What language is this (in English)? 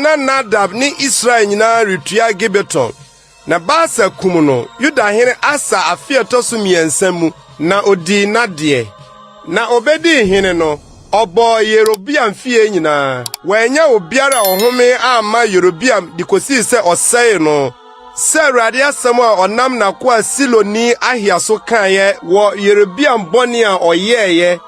Akan